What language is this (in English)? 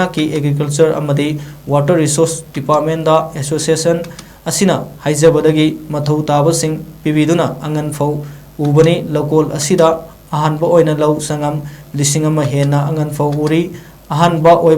Manipuri